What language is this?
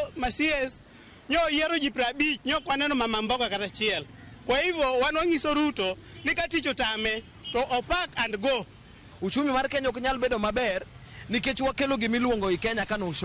Luo (Kenya and Tanzania)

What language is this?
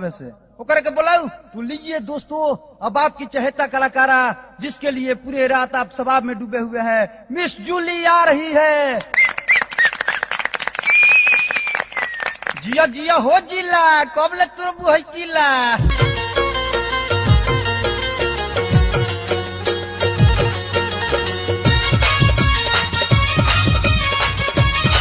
Bhojpuri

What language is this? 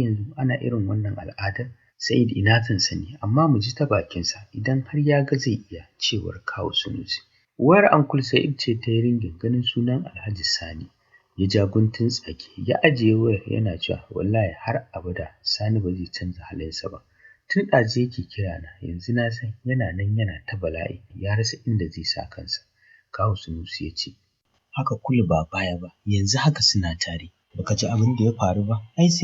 Hausa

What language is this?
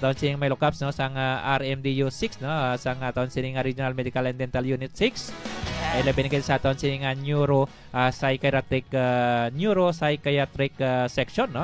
Hiligaynon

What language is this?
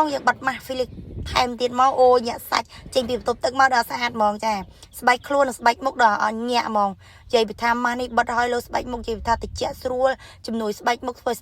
Khmer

